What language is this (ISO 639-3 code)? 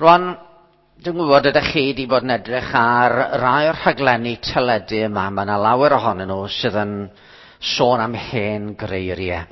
cym